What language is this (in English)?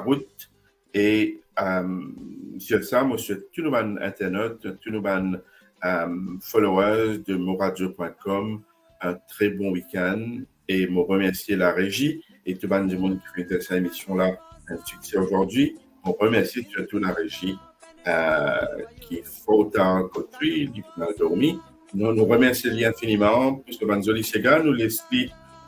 Morisyen